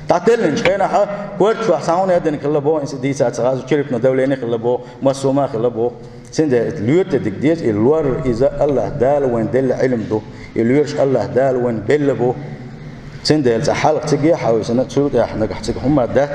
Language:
Chechen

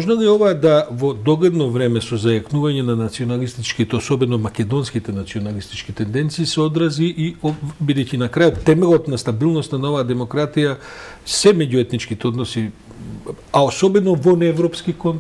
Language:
Macedonian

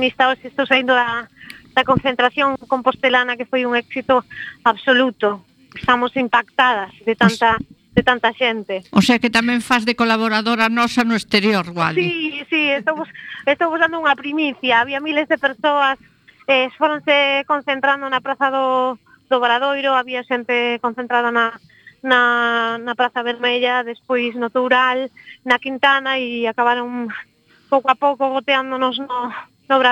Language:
Galician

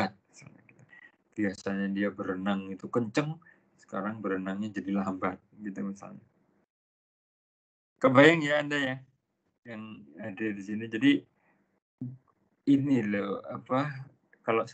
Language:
Indonesian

